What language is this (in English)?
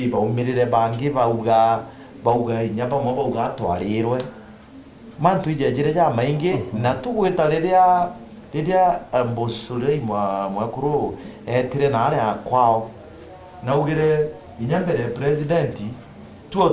Meru